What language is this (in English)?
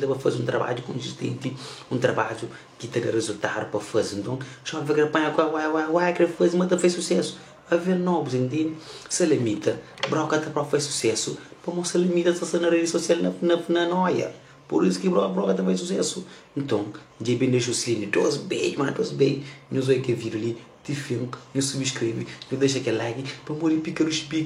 Kabuverdianu